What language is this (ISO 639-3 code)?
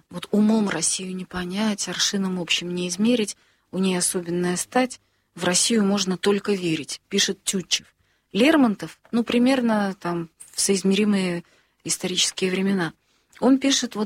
rus